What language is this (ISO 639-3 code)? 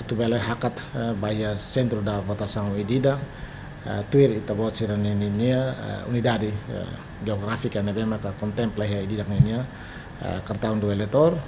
tet